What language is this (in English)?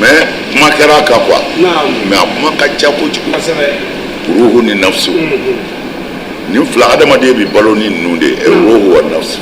Bambara